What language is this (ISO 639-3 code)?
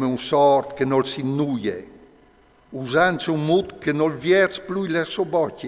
fur